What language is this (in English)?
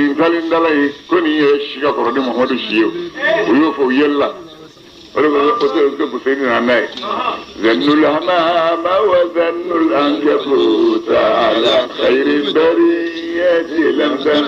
Bambara